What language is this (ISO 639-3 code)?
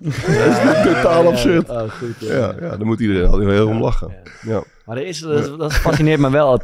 nld